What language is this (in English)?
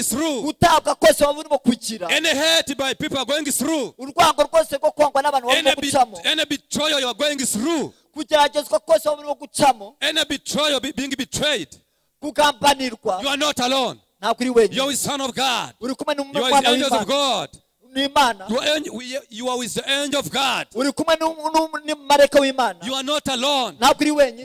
Kinyarwanda